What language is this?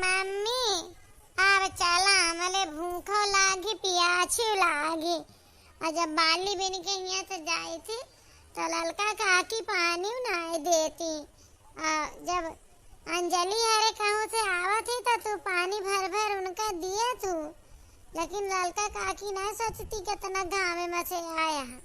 Awadhi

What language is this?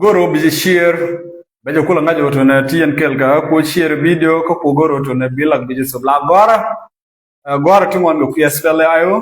Nuer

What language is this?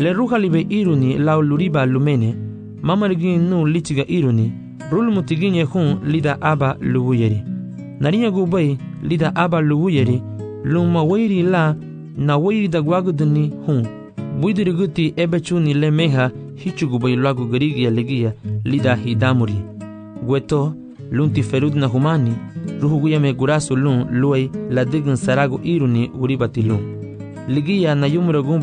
Garifuna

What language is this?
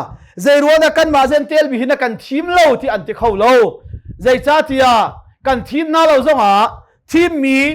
Hakha Chin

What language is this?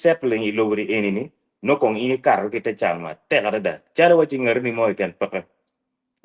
Acoli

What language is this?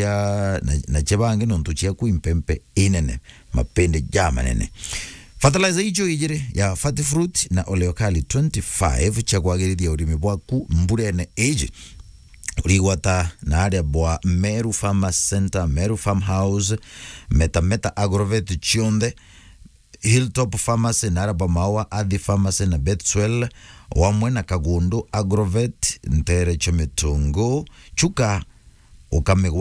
Meru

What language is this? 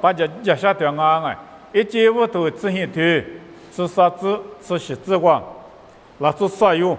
Lisu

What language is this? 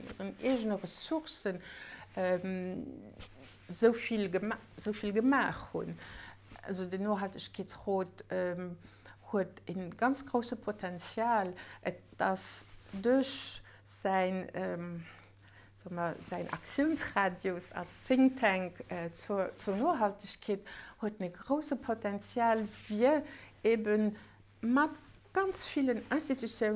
Luxembourgish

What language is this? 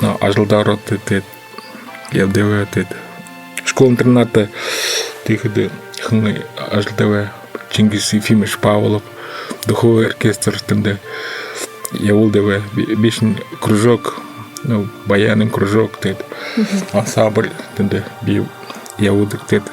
Buriat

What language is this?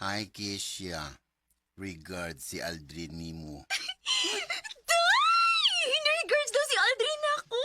Cebuano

